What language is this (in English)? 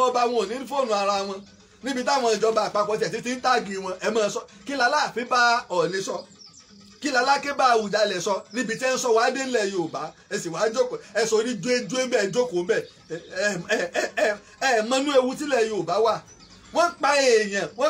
Yoruba